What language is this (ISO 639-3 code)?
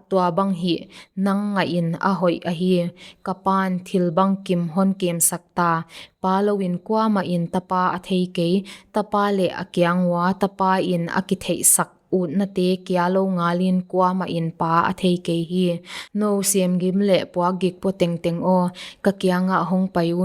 pck